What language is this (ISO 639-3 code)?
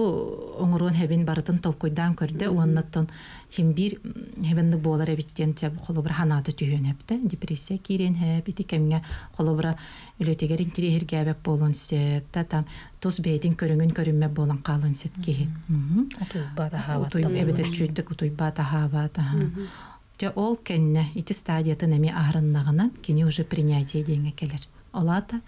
sah